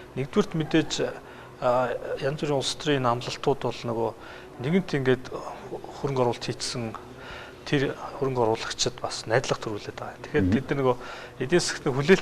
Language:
Mongolian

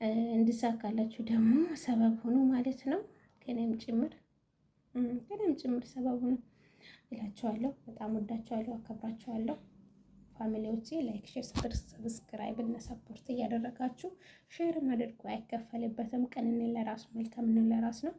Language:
Amharic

